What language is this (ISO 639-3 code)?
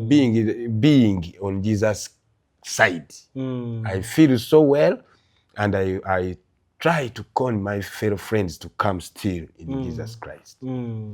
lug